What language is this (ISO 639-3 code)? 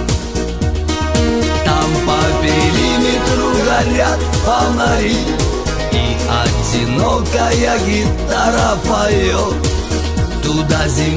rus